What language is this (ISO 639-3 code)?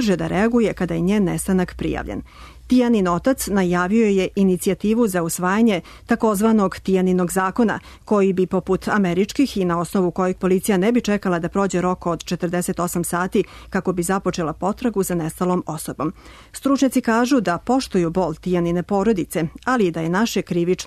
srp